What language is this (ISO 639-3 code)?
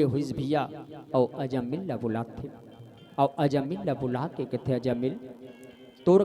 hne